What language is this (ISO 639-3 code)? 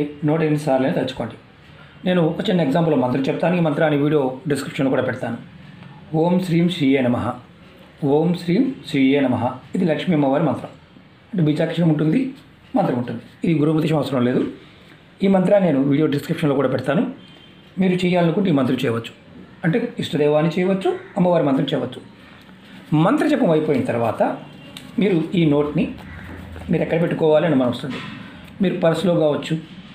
tel